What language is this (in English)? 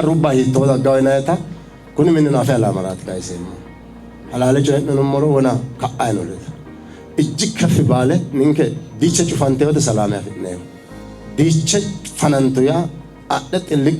Sidamo